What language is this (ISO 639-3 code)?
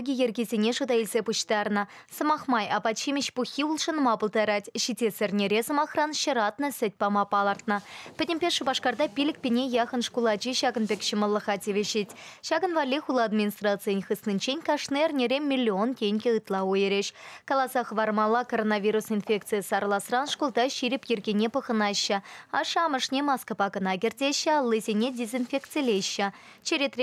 chv